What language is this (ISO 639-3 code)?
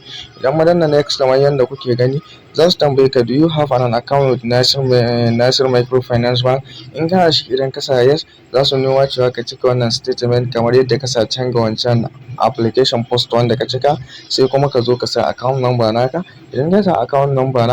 hau